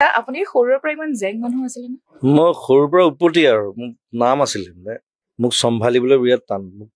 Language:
Assamese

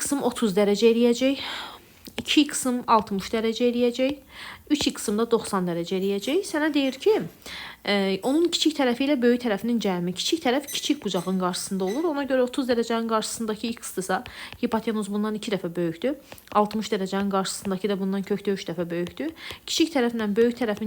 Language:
Azerbaijani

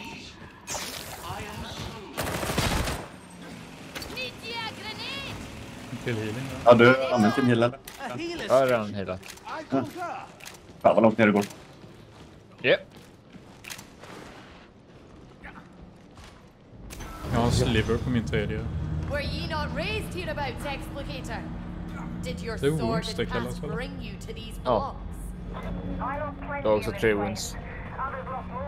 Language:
Swedish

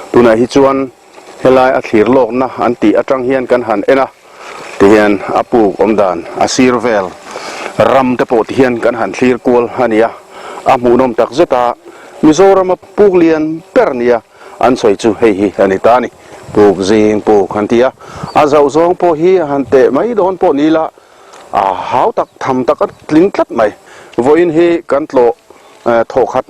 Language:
Mizo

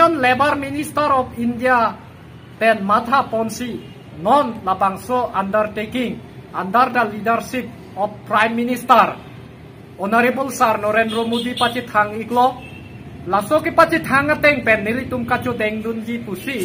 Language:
Karbi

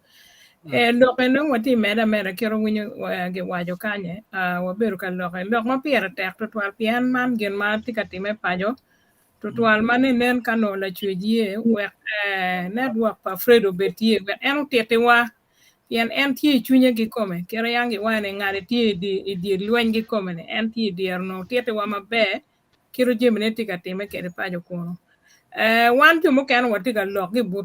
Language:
Acoli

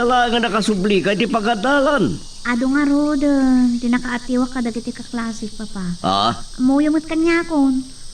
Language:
Iloko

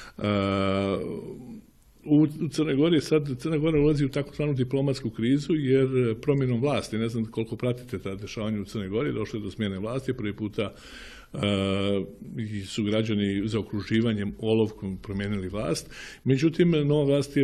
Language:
Serbian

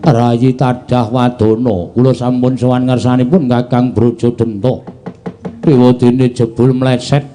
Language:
Javanese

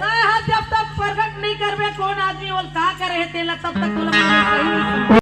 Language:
Chhattisgarhi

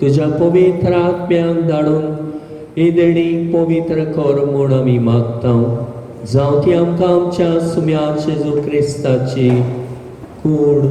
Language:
Konkani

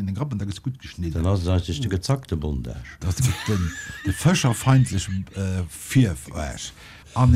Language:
Luxembourgish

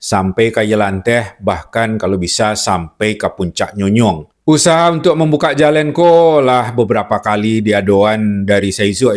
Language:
Minangkabau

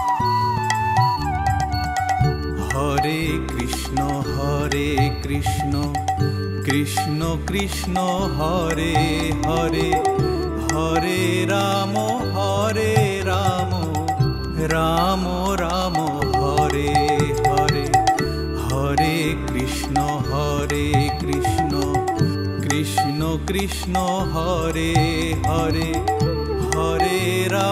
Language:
Bangla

